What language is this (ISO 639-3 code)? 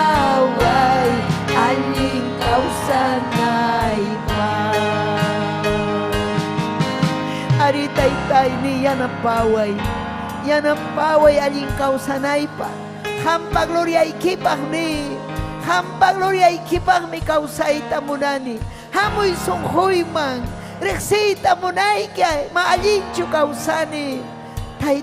quy